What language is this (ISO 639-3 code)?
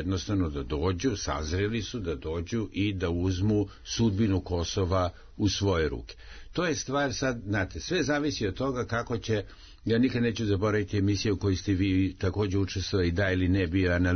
srp